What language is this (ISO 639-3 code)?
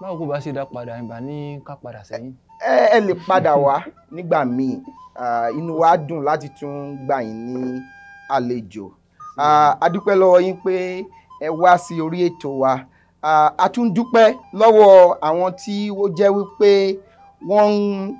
yor